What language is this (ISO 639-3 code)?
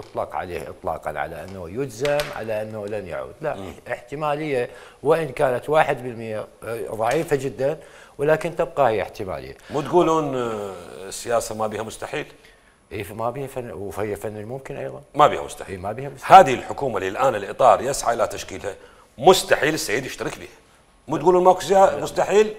acm